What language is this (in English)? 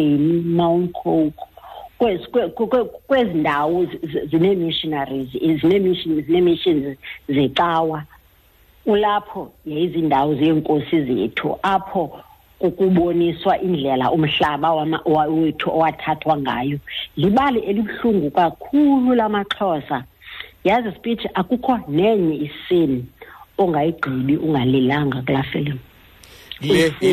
Xhosa